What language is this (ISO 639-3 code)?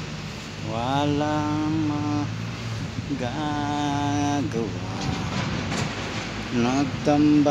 fil